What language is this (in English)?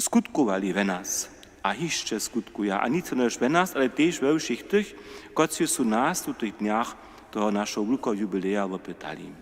Upper Sorbian